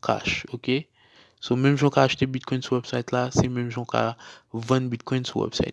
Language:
Haitian Creole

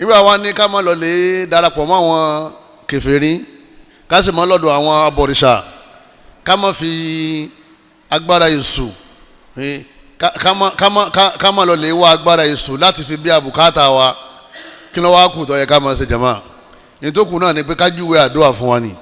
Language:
Yoruba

